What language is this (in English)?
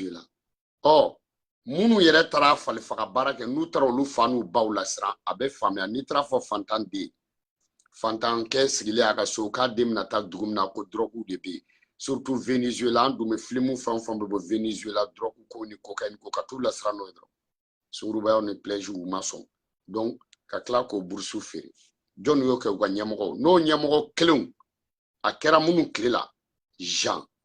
Bambara